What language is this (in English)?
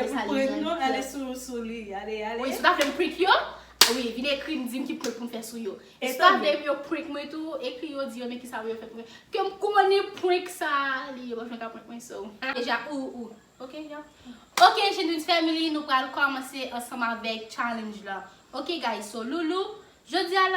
Haitian Creole